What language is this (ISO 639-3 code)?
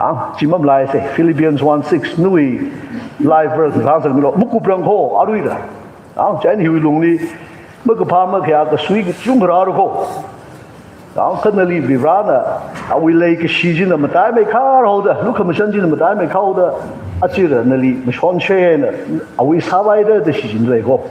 nmf